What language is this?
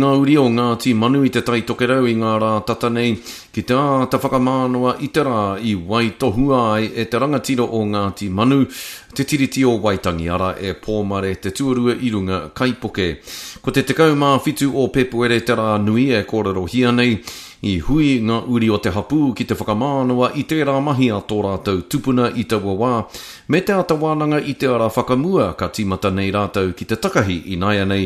Māori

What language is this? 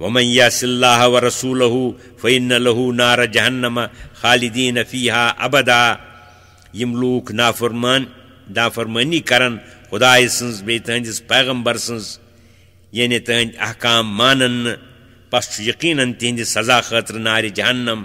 Kashmiri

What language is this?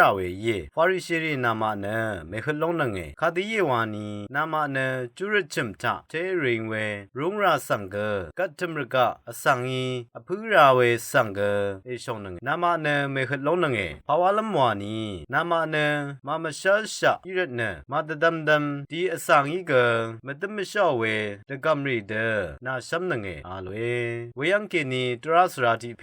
Rawang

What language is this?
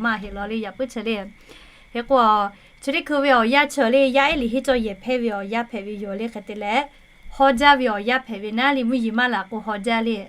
Lahu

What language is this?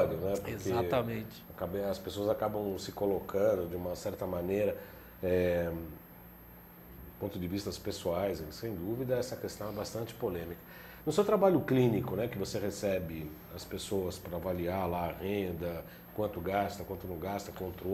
Portuguese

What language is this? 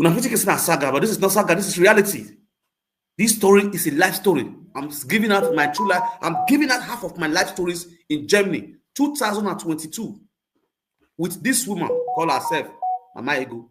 Nigerian Pidgin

